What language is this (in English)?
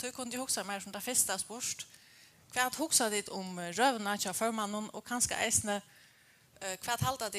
Faroese